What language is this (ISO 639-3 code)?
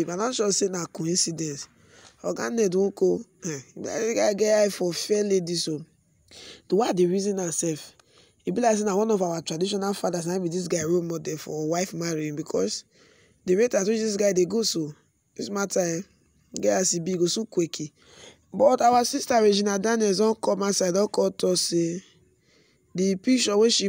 pcm